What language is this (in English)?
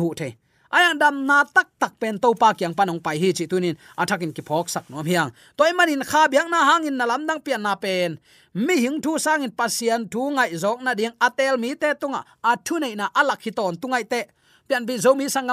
Tedim Chin